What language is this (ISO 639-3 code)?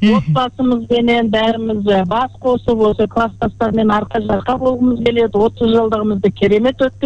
kaz